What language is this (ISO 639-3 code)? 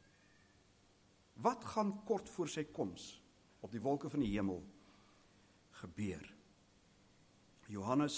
afr